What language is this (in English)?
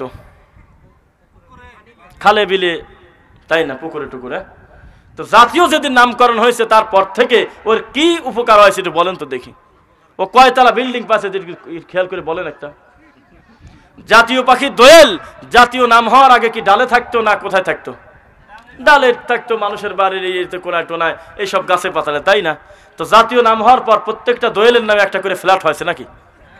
Bangla